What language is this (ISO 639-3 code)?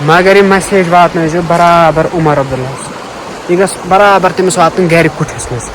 kas